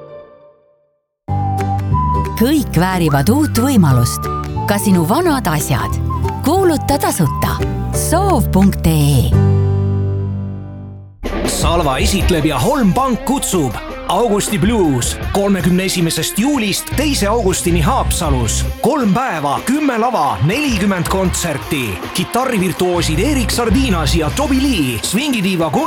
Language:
Estonian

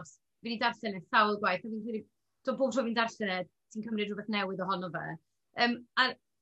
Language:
Welsh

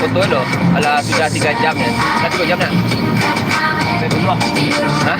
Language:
Minangkabau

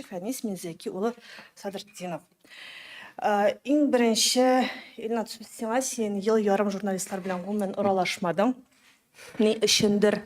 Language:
Tatar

